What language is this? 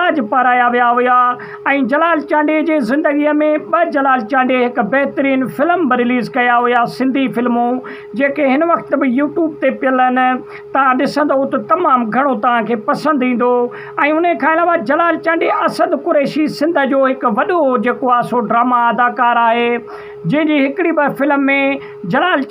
Sindhi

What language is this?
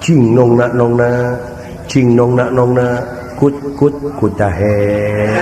Sundanese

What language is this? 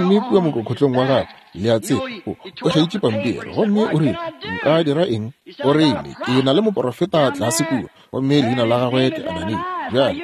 Northern Sotho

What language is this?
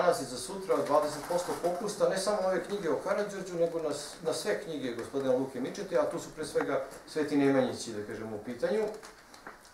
Serbian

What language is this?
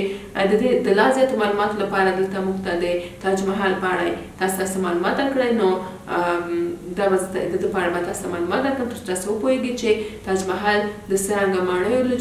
Pashto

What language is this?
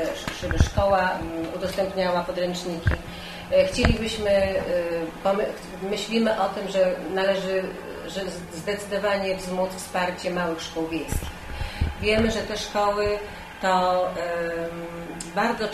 Polish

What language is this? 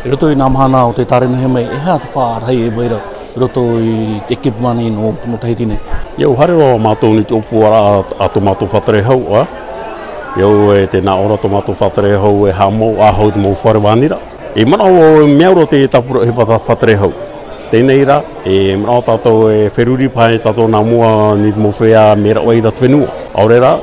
Tahitian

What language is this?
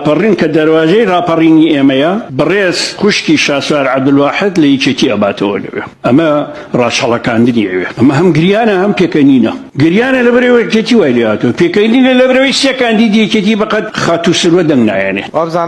Central Kurdish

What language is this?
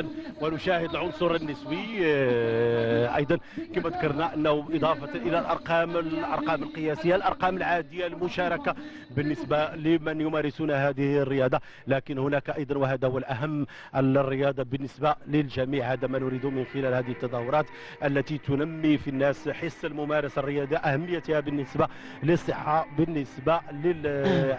Arabic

